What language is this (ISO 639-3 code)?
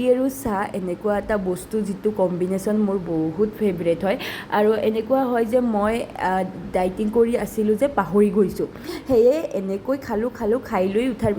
asm